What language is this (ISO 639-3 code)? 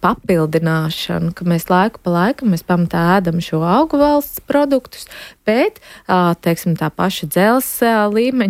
lav